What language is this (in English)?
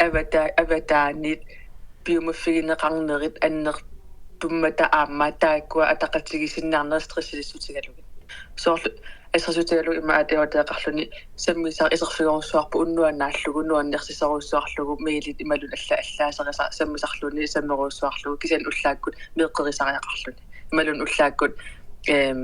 Kalaallisut